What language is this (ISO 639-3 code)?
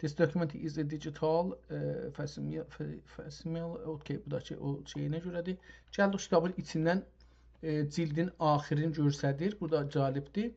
azb